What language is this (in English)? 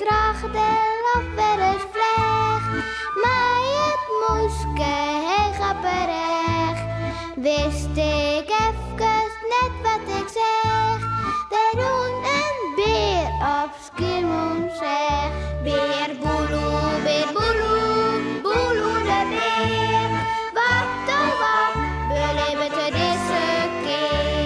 Western Frisian